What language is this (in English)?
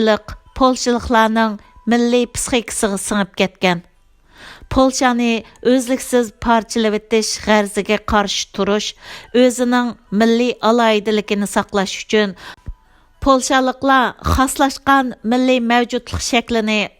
Uyghur